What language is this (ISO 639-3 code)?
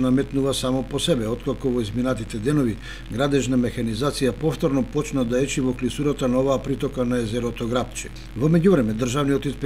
mkd